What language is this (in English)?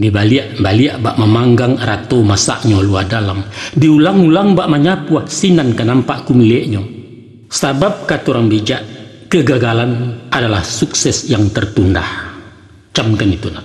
Minangkabau